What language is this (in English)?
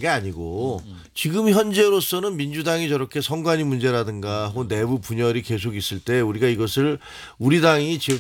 Korean